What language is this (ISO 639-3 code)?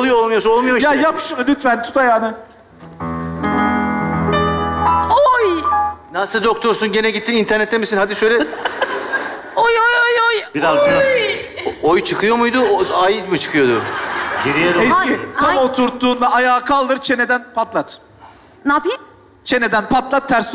tur